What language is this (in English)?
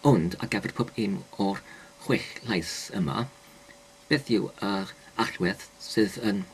Welsh